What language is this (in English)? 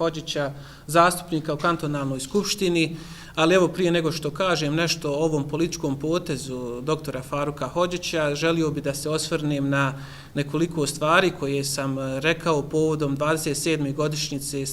Bosnian